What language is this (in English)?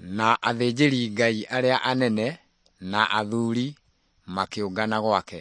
Kikuyu